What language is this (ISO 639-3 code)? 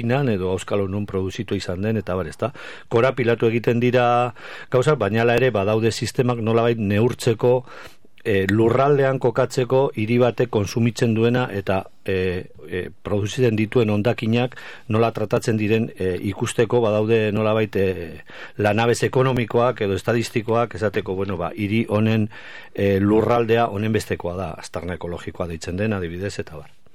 eus